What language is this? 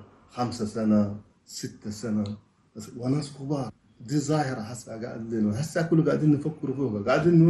Chadian Arabic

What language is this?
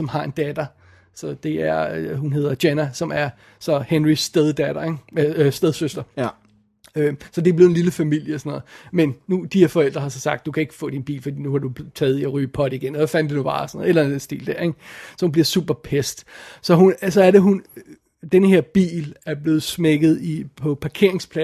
Danish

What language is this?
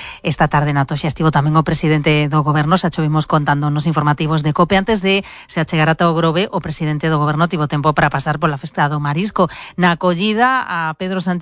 Galician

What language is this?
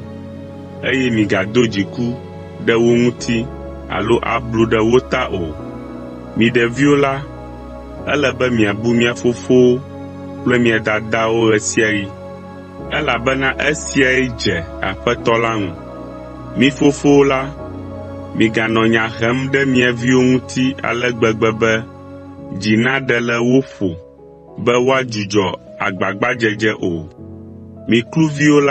Ewe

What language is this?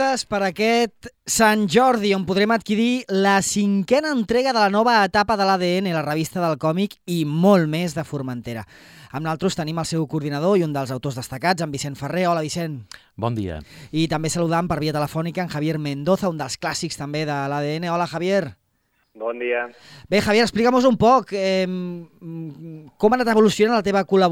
Catalan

